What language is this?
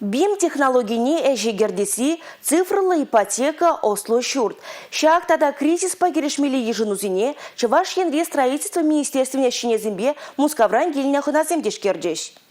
Chuvash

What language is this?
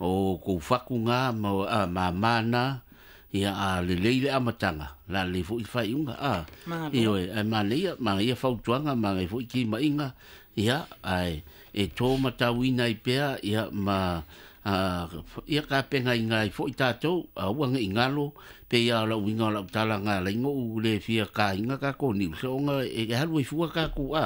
Samoan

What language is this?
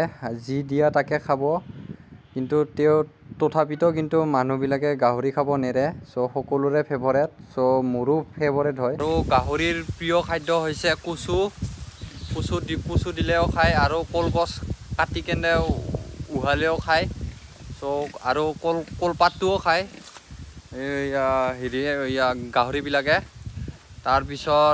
Assamese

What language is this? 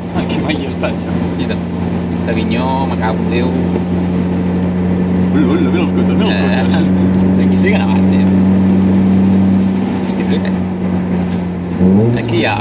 Catalan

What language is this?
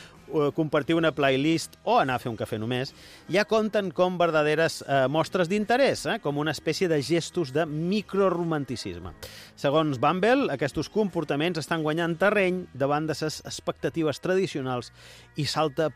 Catalan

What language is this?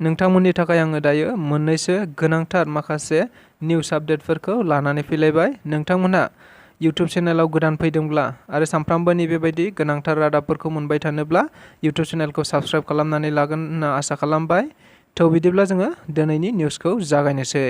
Bodo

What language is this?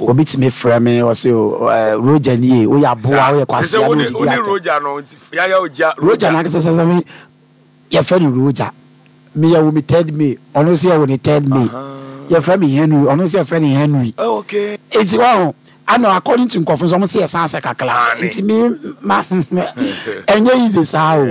Akan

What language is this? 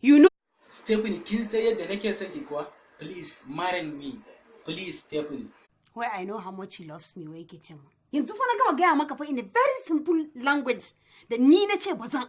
Hausa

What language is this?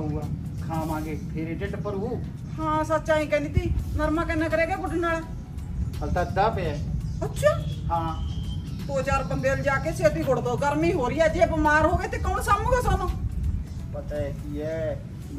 Punjabi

